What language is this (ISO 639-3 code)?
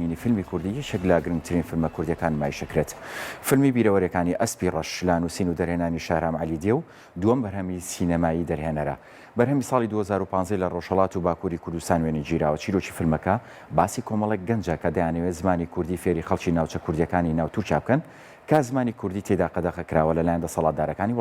ckb